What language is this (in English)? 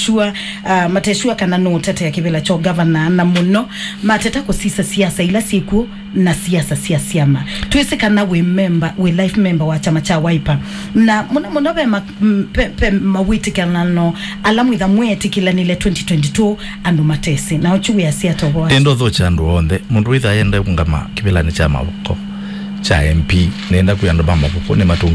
Kamba